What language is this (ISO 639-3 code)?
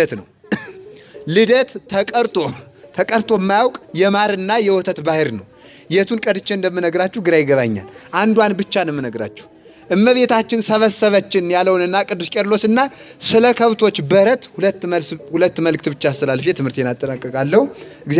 amh